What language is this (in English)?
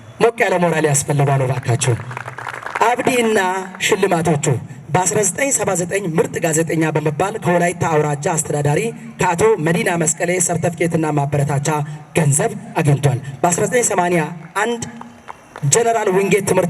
Amharic